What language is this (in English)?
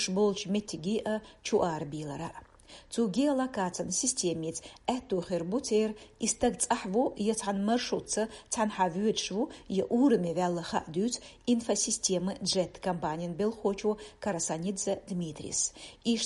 Chechen